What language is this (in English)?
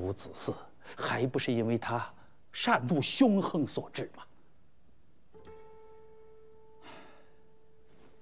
Chinese